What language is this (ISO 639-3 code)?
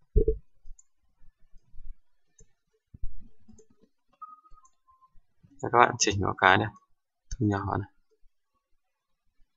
vie